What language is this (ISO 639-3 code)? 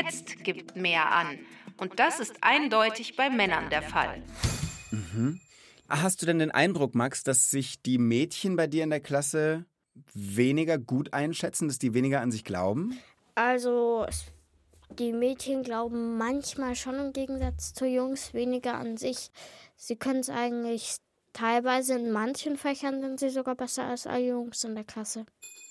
deu